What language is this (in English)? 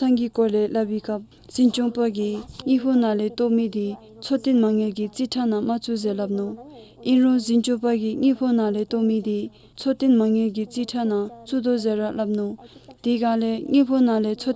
Dzongkha